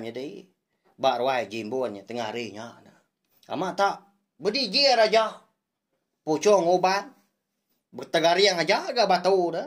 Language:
Iban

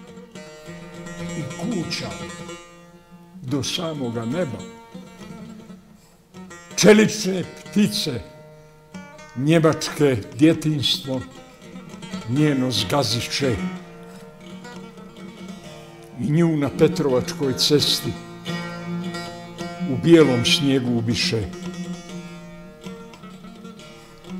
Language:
Bosnian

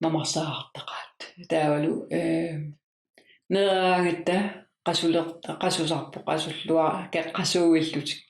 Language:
Kalaallisut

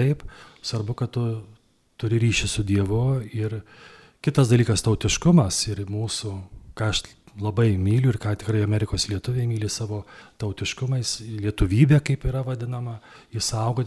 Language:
Lithuanian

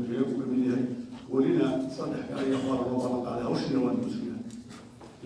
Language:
Somali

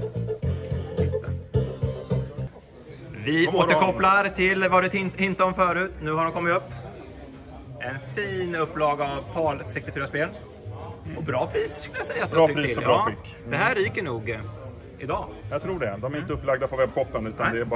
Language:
Swedish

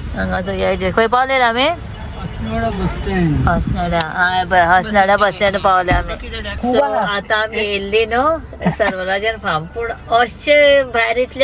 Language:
Konkani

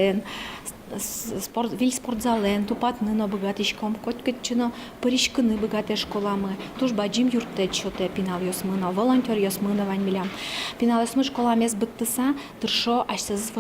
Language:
Udmurt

